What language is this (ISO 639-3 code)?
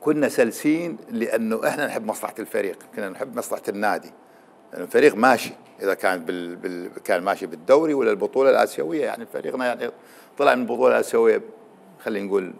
acm